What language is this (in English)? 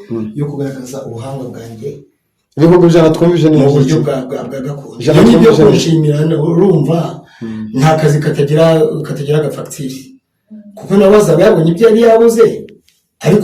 Kinyarwanda